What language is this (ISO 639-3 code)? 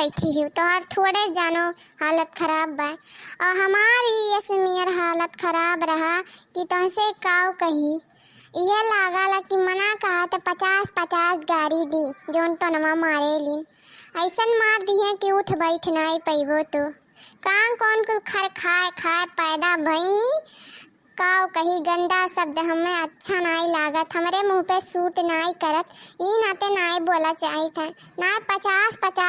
awa